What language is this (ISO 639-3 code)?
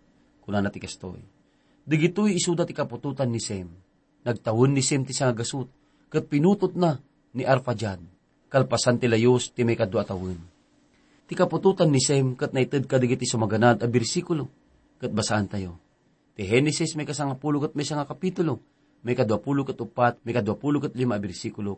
ilo